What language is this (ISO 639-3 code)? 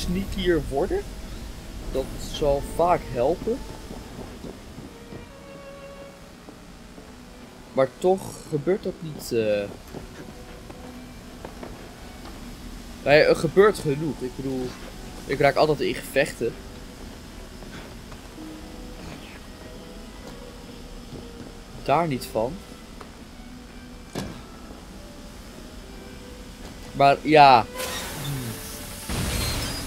nld